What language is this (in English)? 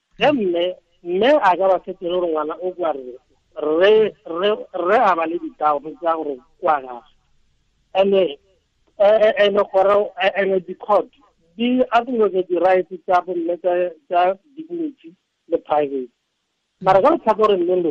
Tswana